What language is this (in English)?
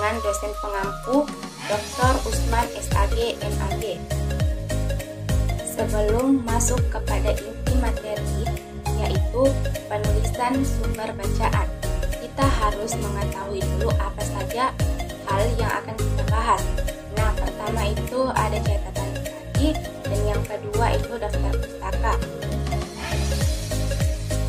Indonesian